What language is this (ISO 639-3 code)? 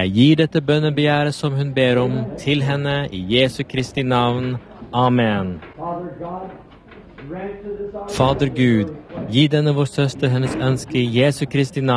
nor